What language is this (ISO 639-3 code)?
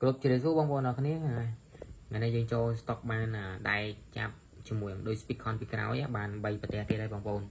khm